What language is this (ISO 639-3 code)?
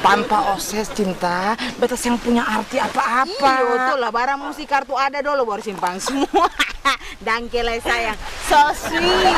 abs